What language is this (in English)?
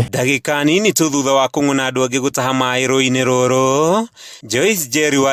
Kikuyu